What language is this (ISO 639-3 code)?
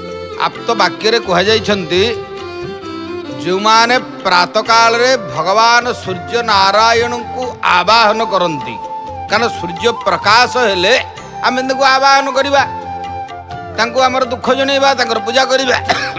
ori